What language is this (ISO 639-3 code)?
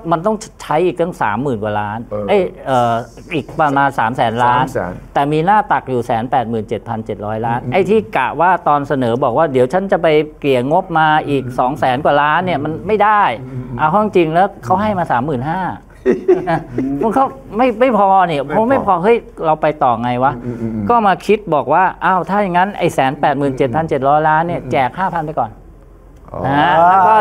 tha